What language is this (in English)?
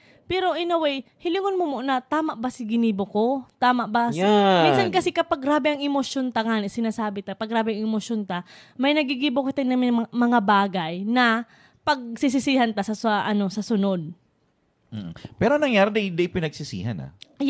Bikol